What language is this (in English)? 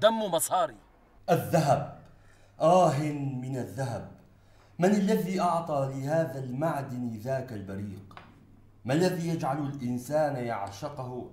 North Levantine Arabic